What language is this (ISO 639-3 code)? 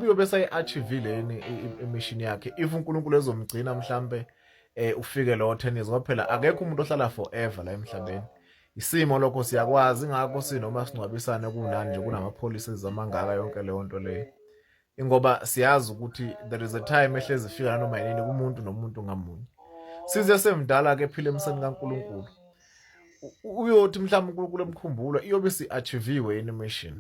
zul